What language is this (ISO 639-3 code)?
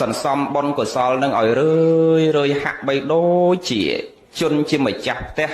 khm